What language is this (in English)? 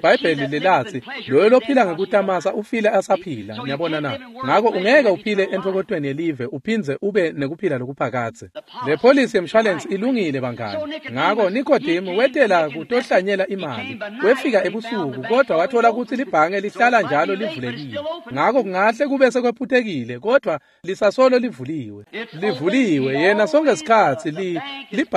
Swati